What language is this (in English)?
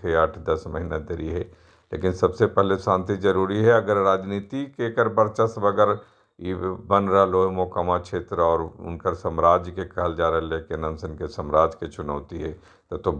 Magahi